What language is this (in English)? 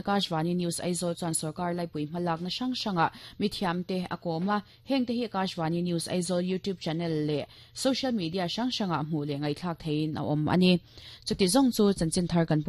Mizo